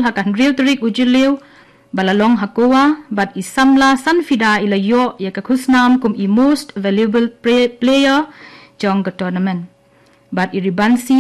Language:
Khasi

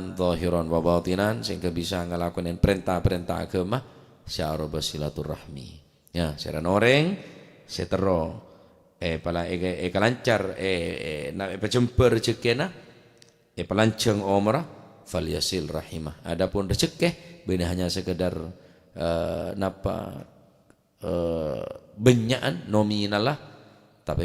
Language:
Madurese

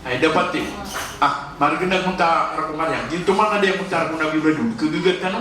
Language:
Maranao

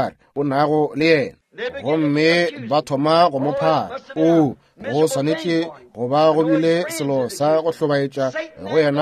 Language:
Northern Sotho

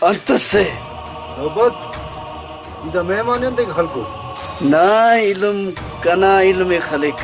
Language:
Brahui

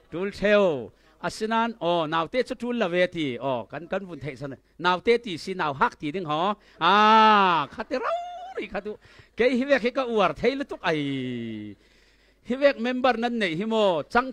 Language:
Falam Chin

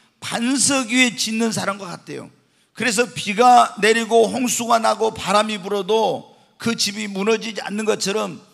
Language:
Korean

